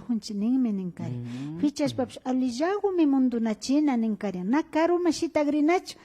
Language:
Imbabura Highland Quichua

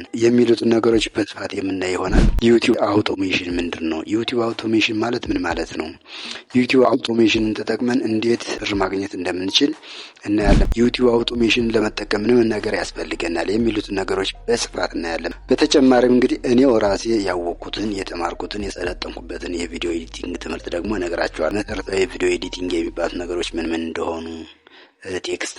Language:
Amharic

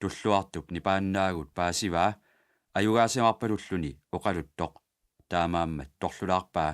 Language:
Kalaallisut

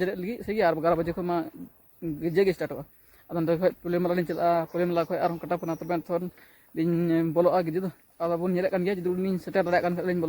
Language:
Santali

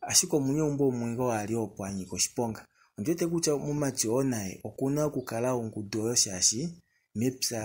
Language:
Kuanyama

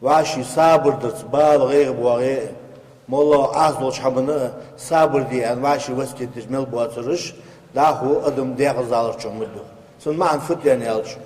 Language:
Ingush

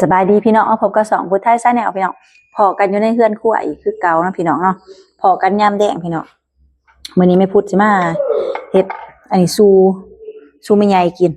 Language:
Lao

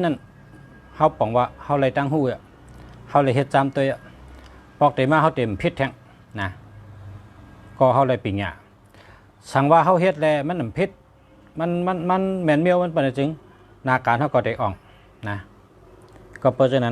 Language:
Shan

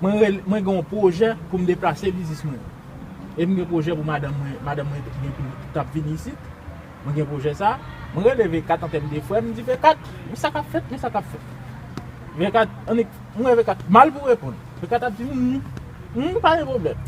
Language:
Haitian Creole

